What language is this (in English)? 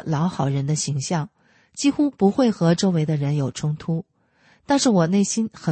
Chinese